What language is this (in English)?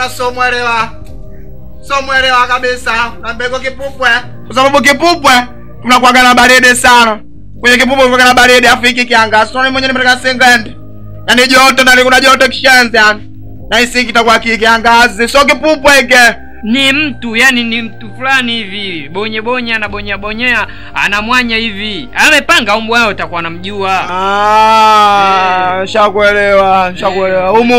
Swahili